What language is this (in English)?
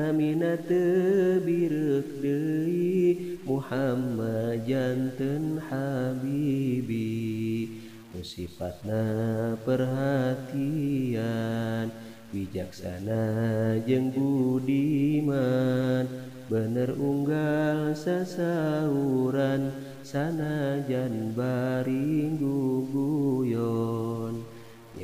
Sundanese